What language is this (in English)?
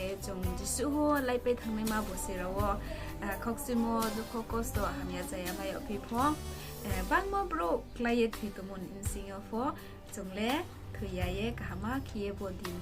Riang (India)